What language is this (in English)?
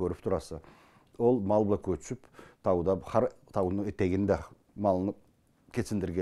Karachay-Balkar